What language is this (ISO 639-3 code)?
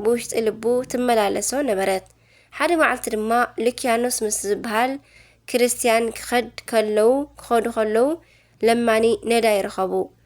tir